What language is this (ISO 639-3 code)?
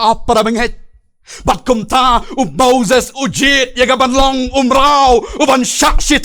kha